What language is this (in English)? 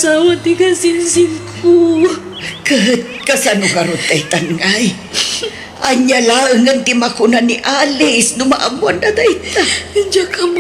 Iloko